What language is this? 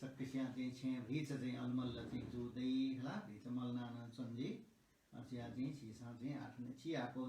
Newari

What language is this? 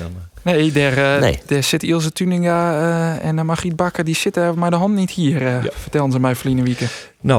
Western Frisian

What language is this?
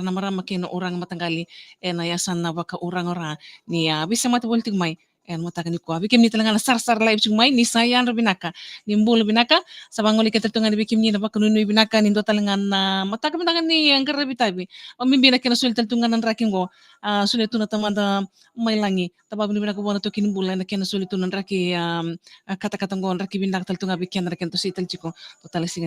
Fijian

